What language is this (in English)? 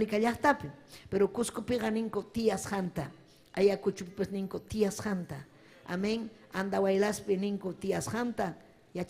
Ayacucho Quechua